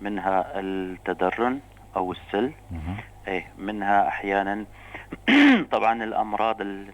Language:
North Levantine Arabic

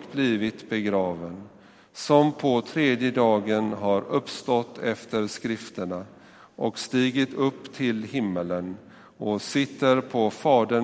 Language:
Swedish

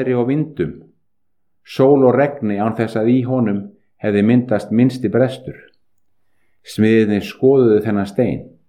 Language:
Icelandic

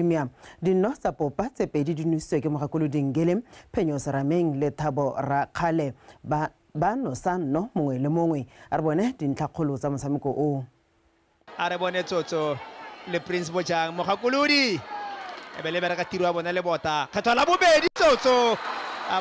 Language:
Tswana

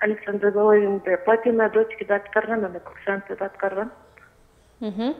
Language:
Kyrgyz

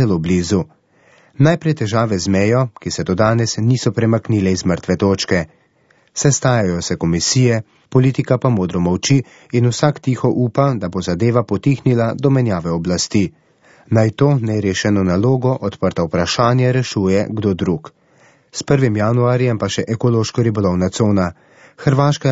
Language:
Slovenian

